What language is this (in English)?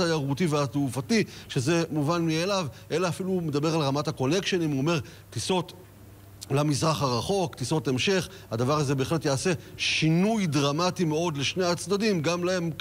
Hebrew